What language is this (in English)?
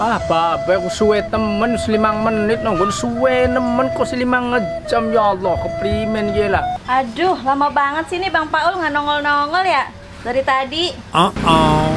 Betawi